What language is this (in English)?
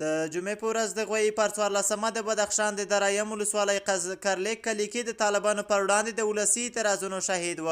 Pashto